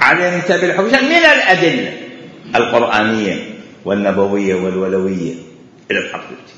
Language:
Mesopotamian Arabic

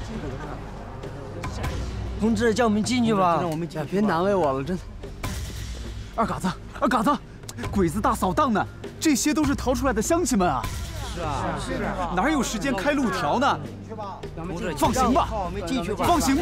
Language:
Chinese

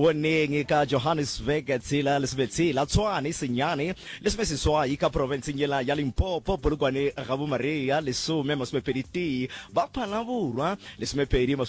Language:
Northern Sotho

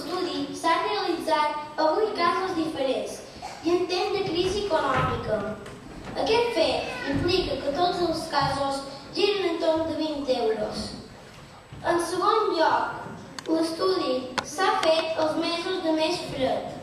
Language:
Catalan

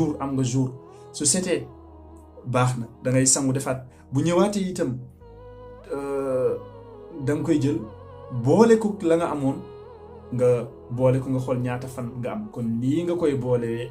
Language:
Wolof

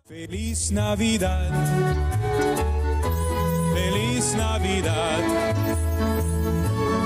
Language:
Romanian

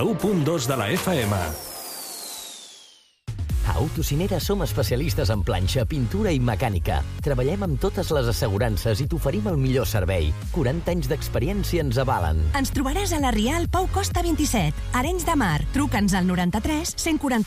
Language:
Catalan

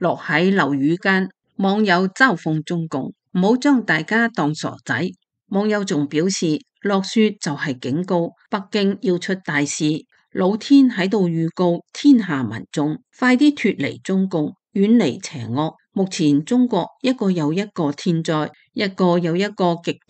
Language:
Cantonese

